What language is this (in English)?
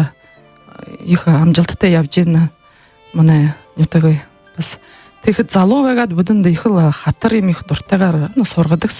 Buriat